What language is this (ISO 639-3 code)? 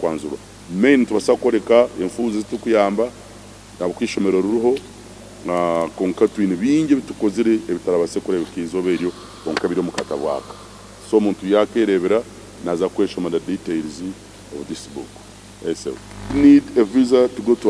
nyn